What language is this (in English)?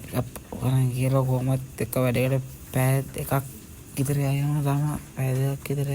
Sinhala